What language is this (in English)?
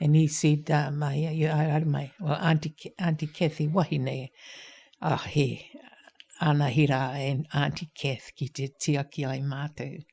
Māori